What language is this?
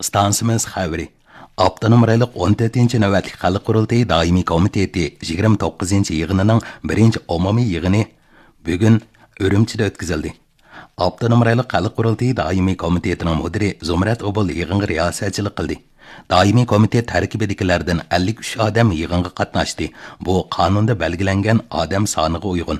Uyghur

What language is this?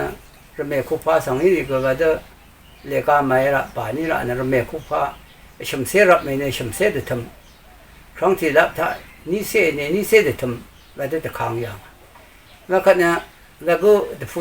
Rawang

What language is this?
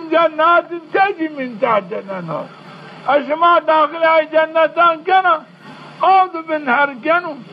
Zaza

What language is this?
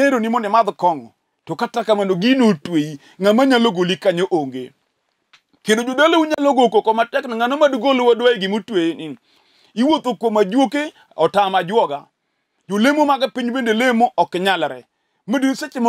Luo (Kenya and Tanzania)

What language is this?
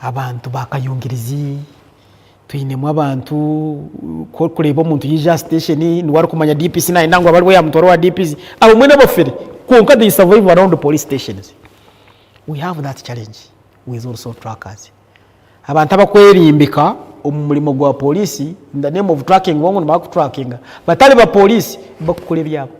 Nyankole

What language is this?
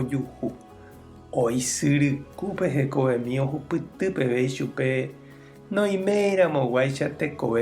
Guarani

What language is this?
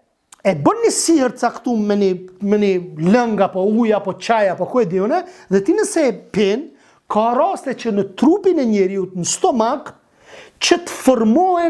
Albanian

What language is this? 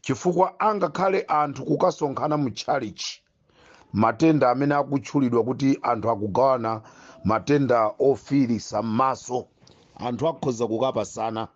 Nyanja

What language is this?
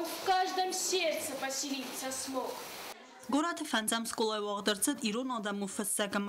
Ossetic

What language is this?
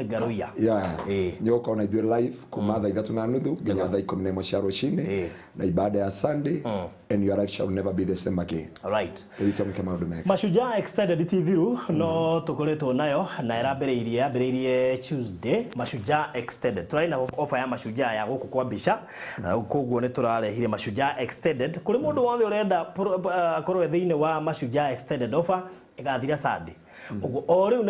Kikuyu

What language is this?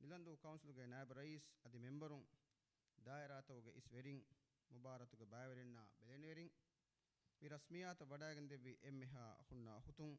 Divehi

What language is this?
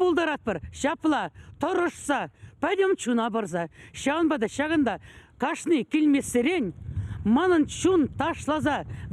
Chuvash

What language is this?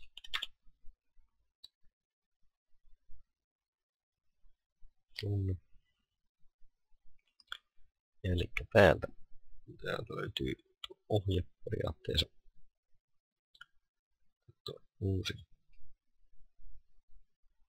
Finnish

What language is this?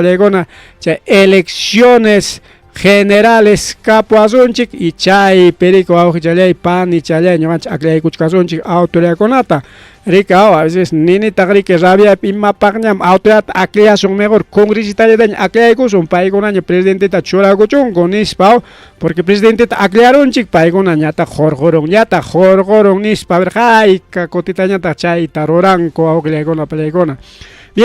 Ayacucho Quechua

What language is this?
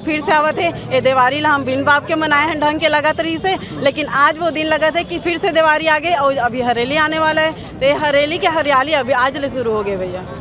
Chhattisgarhi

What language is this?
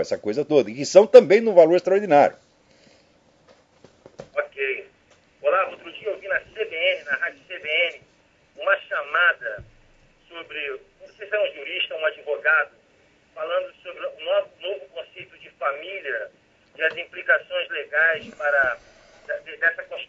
Portuguese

